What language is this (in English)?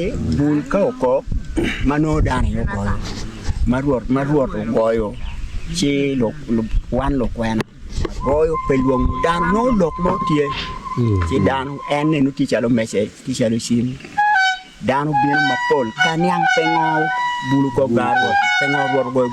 Acoli